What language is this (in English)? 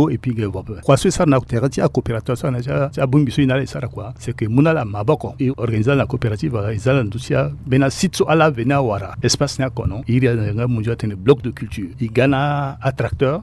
Sango